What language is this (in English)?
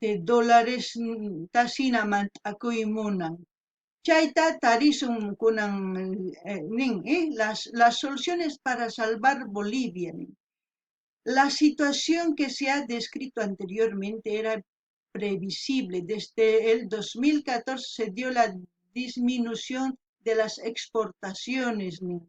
South Bolivian Quechua